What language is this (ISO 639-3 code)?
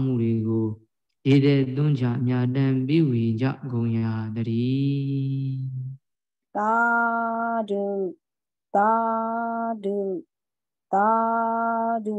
mya